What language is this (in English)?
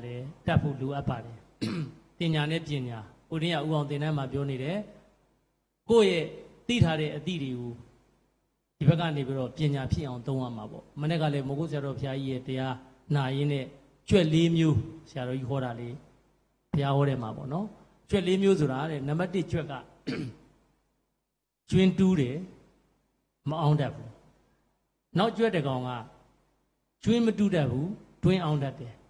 Burmese